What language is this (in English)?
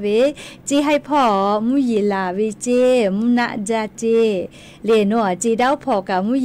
Lahu